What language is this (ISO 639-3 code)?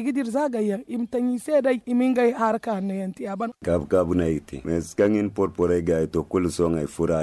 dje